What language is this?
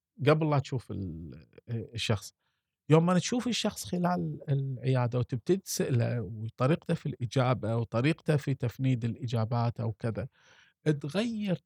Gulf Arabic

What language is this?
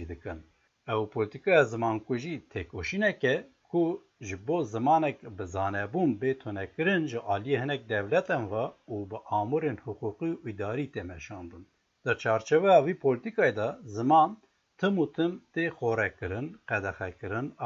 Kurdish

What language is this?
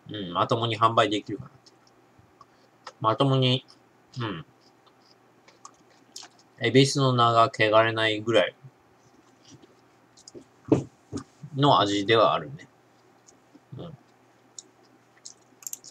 Japanese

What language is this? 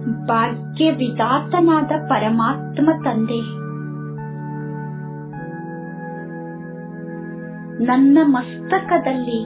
Kannada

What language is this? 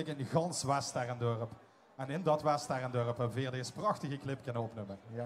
Limburgish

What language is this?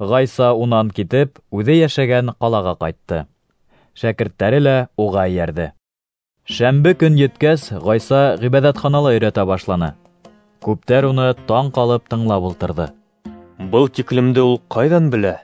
Bashkir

